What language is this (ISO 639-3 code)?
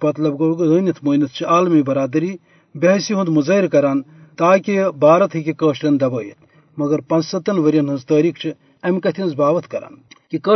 kas